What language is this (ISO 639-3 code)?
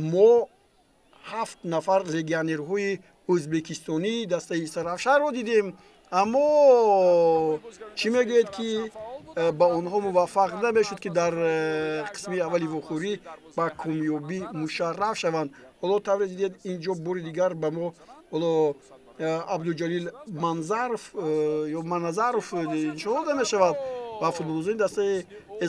tgk